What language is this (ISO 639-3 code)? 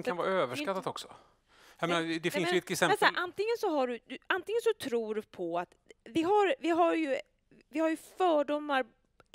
swe